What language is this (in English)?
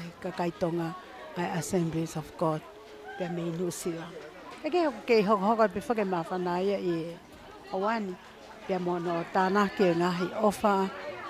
Tongan